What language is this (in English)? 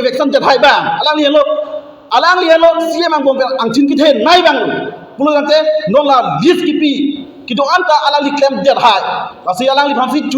Karbi